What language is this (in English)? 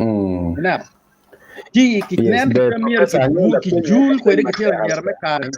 Acoli